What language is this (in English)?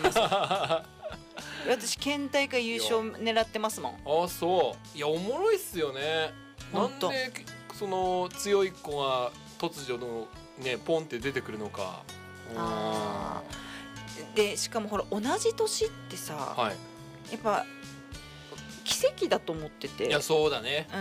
Japanese